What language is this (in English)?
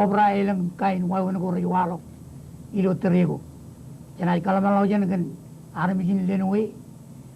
Marshallese